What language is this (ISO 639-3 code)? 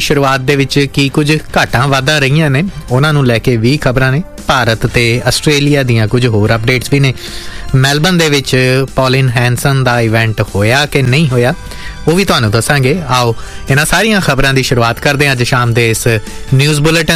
pan